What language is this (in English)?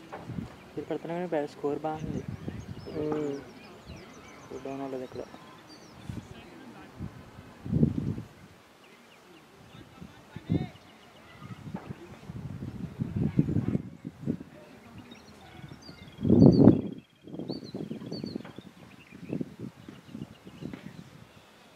Telugu